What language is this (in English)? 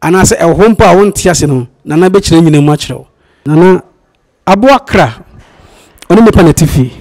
Akan